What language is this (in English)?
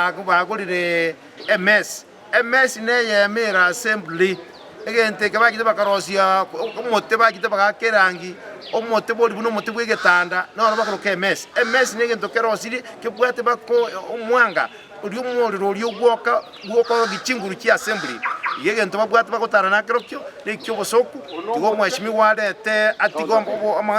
Gusii